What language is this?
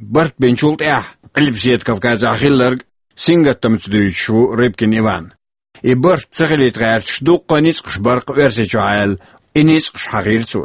Chechen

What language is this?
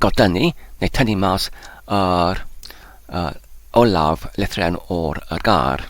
Welsh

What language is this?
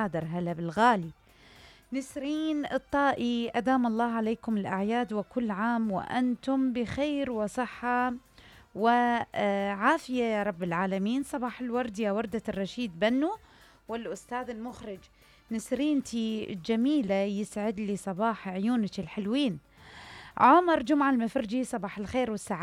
Mesopotamian Arabic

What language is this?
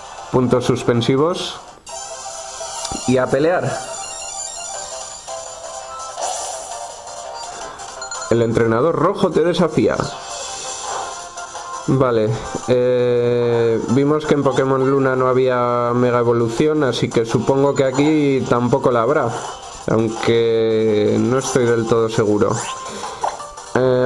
Spanish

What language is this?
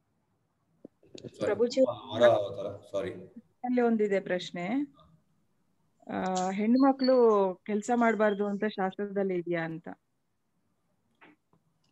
Kannada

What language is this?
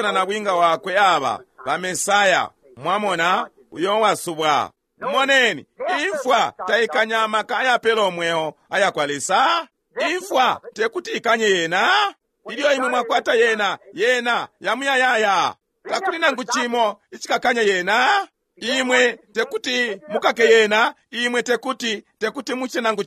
Bemba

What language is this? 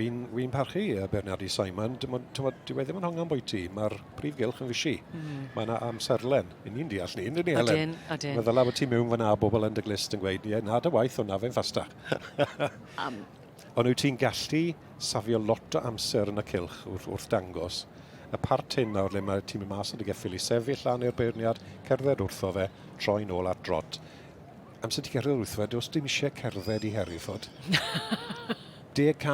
Welsh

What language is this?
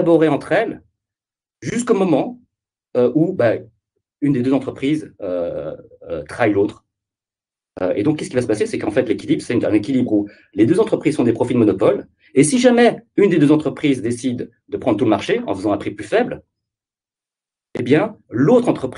French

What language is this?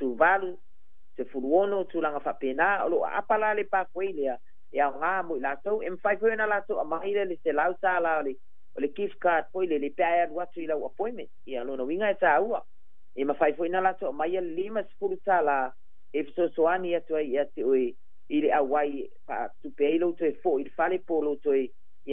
Samoan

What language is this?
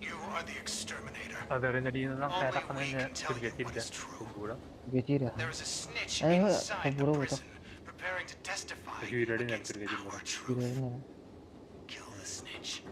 Yakut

